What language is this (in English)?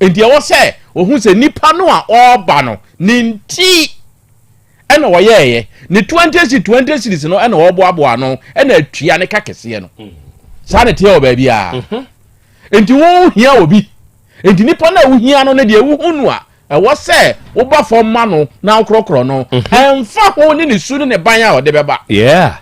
Akan